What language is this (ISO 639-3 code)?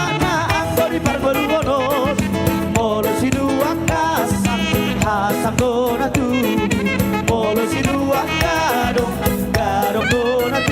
bbc